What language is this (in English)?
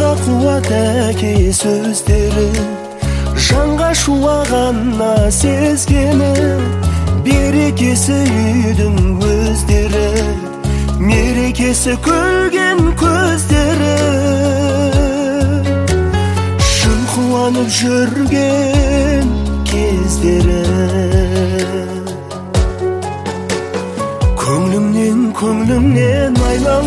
Kazakh